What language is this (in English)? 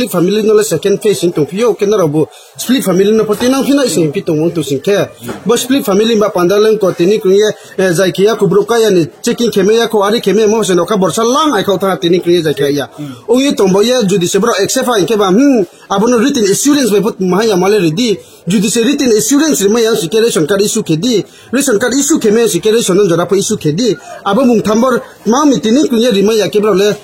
Riang (India)